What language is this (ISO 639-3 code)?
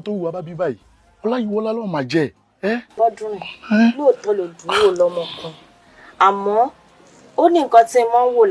yor